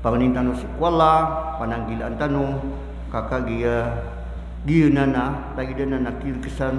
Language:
Maranao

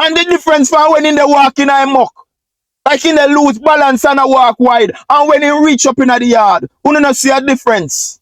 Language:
Jamaican Creole English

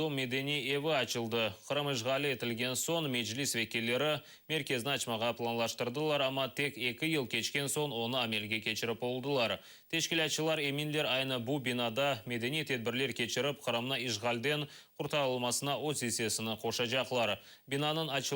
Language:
Crimean Tatar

